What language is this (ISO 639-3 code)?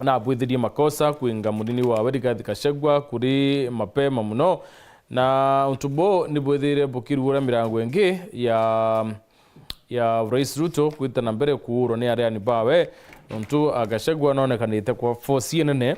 mer